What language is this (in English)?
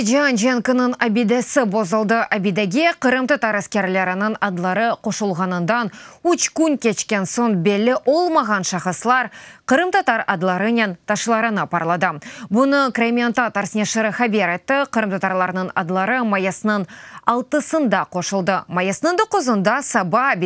Crimean Tatar